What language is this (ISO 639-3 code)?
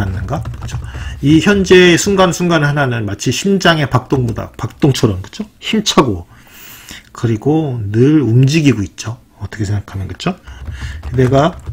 kor